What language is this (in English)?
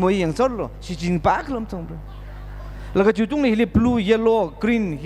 Tangkhul Naga (India)